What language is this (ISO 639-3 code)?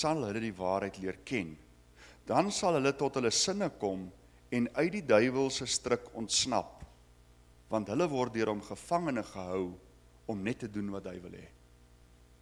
afr